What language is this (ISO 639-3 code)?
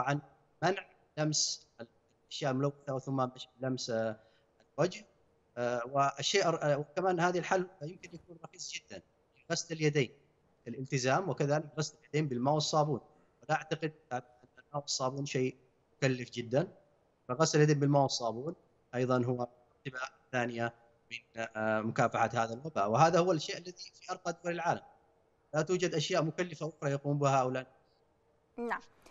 ara